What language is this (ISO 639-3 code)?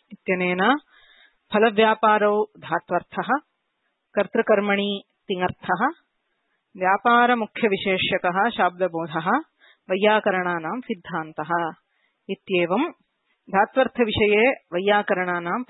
san